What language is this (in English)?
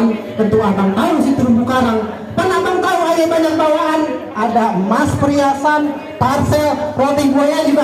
Betawi